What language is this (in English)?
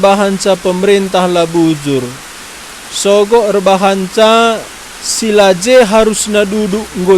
Batak Karo